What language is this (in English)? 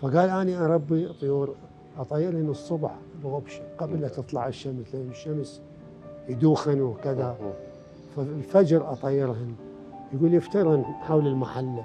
Mesopotamian Arabic